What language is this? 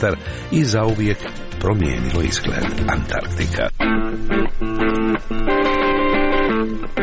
Croatian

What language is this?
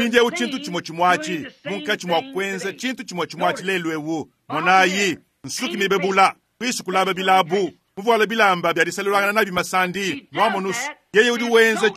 Luba-Lulua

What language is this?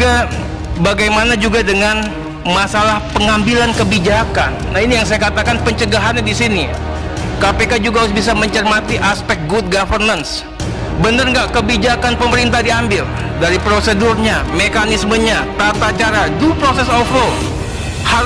Indonesian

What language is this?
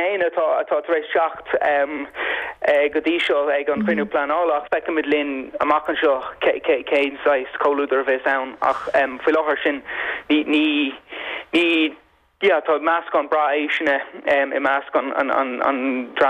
Irish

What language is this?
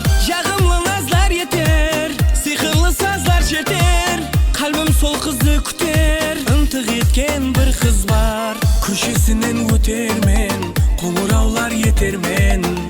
Kara-Kalpak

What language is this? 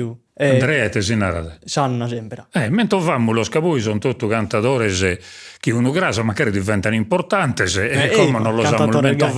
Sardinian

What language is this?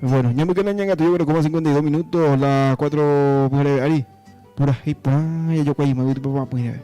Guarani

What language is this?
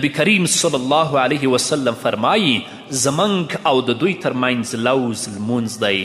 Pashto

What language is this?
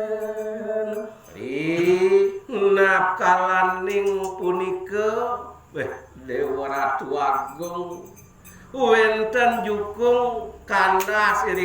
Balinese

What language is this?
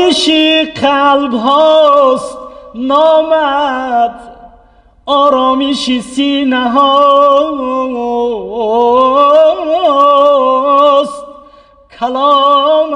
Tajik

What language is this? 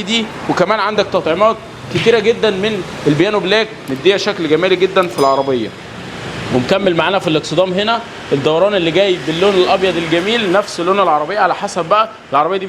Egyptian Arabic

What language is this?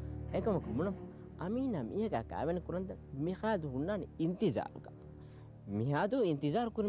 Divehi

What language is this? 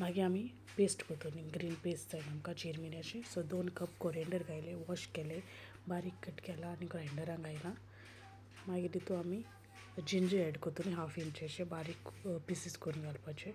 Konkani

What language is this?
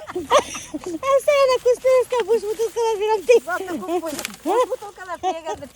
Bashkir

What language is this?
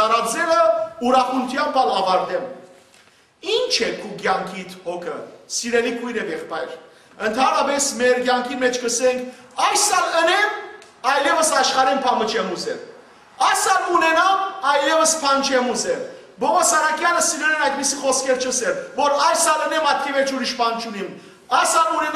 Western Armenian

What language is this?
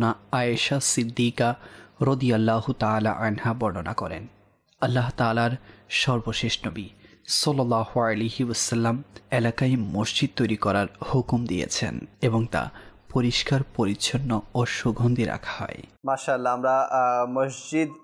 Bangla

